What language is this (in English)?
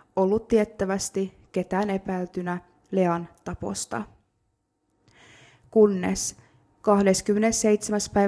Finnish